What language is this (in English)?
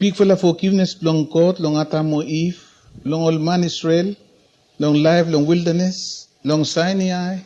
Bislama